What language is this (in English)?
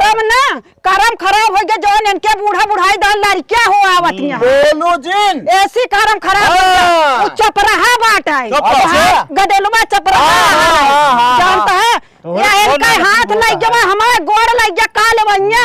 Awadhi